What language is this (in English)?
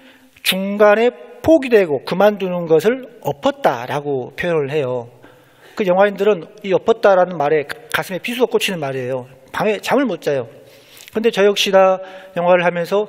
Korean